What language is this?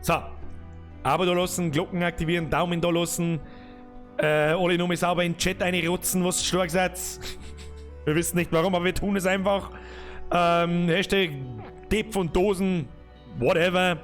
Bavarian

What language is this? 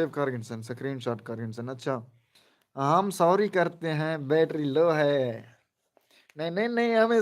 Saraiki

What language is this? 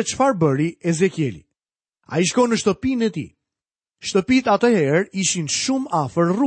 Albanian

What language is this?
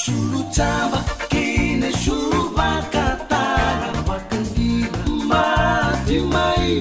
Fijian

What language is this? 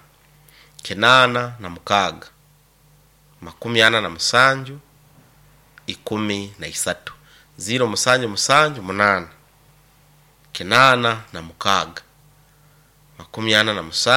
Nyoro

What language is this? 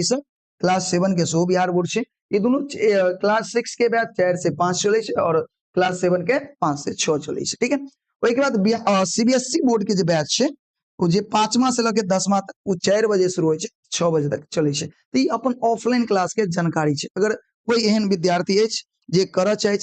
Maithili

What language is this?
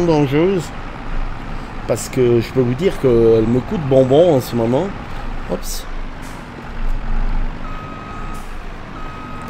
French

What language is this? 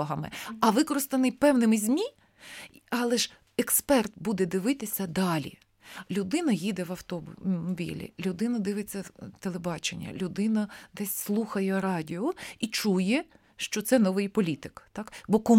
Ukrainian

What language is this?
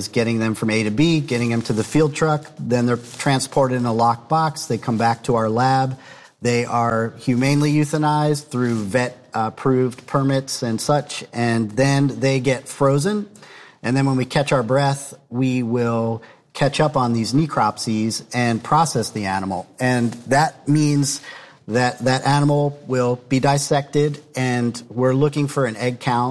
English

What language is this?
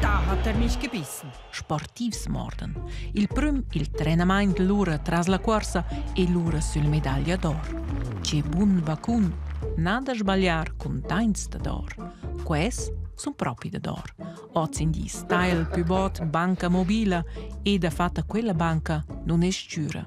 Romansh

